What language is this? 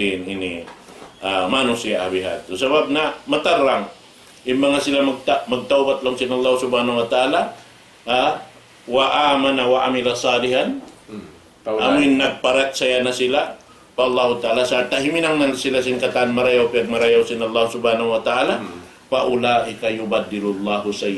Tausug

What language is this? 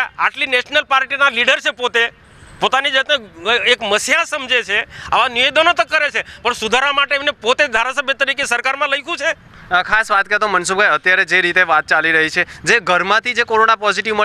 Gujarati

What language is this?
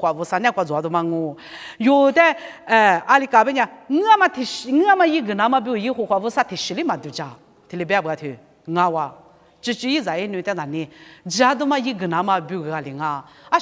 Lisu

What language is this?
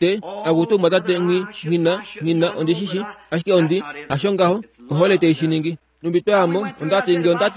Kuanyama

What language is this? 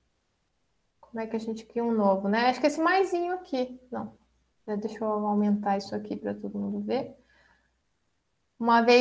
Portuguese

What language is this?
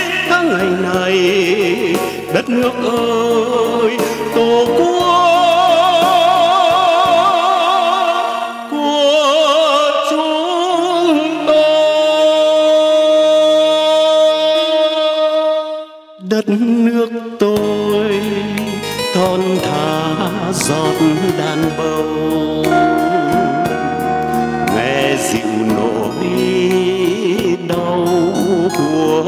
Vietnamese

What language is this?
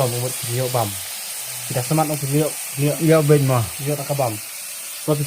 Khasi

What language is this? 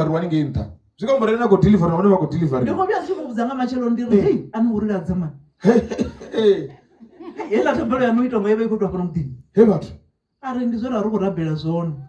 Venda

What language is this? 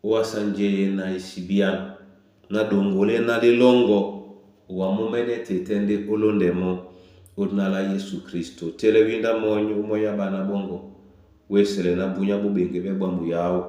Duala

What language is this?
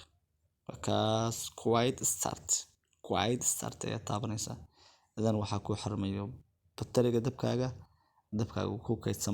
Somali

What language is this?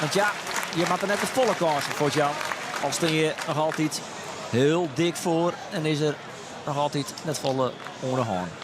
Western Frisian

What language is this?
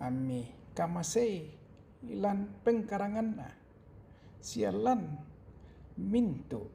Toraja-Sa'dan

